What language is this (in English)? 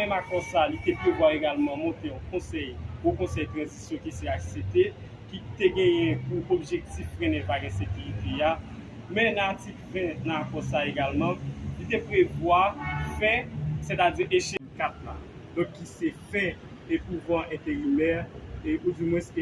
Haitian Creole